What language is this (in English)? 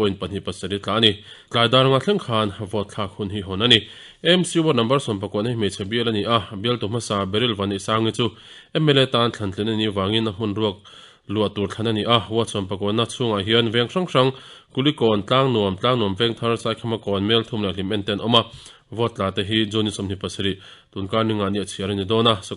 Mizo